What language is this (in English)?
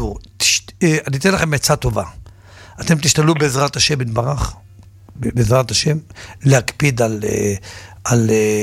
Hebrew